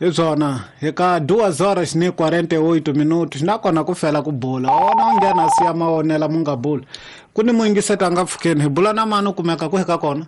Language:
Tsonga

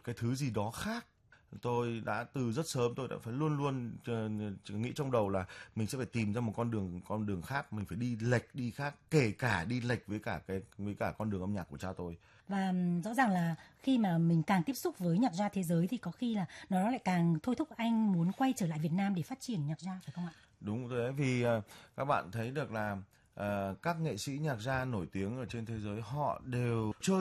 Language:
Vietnamese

